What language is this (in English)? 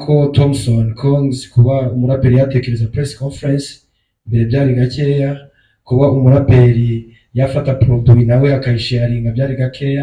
Kinyarwanda